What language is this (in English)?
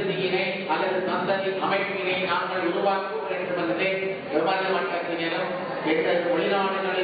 Tamil